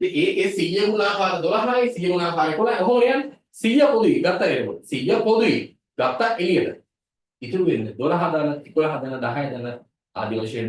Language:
Sinhala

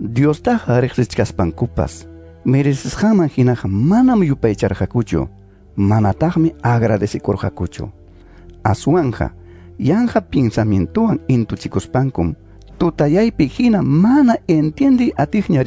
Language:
Ayacucho Quechua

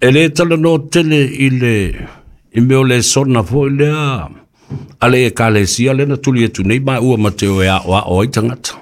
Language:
Samoan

